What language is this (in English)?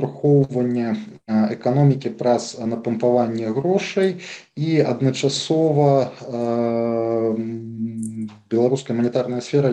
Belarusian